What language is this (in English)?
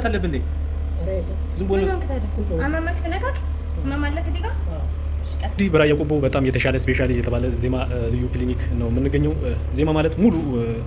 Amharic